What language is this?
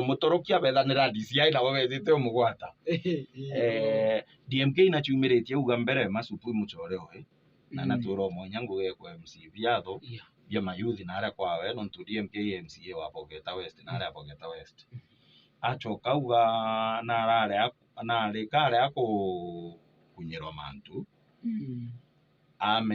Meru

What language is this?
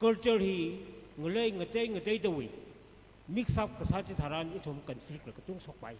Tangkhul Naga (India)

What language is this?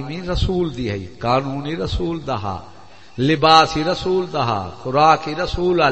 Saraiki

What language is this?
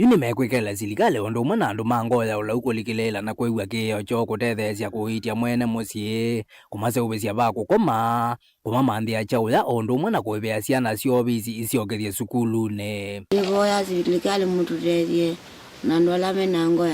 Kamba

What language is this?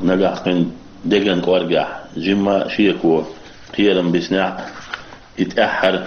Chechen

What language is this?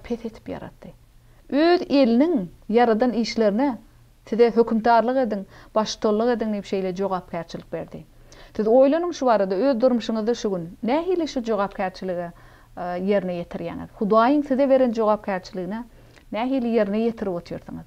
Turkmen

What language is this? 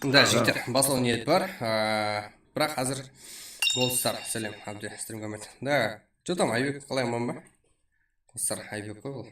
Kara-Kalpak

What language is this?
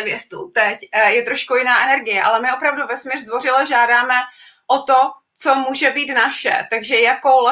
Czech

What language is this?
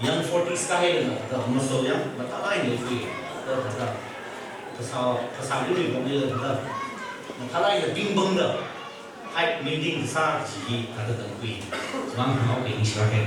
Tangkhul Naga (India)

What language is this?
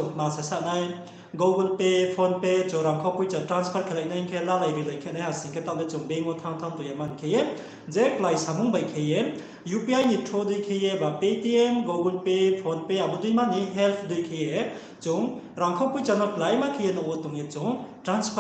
Riang (India)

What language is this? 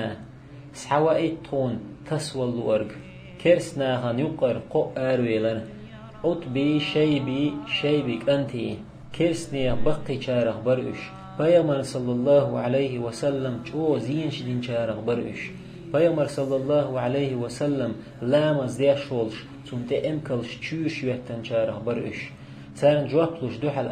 Chechen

